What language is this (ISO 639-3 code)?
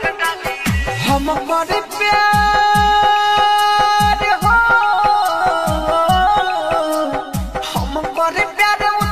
bho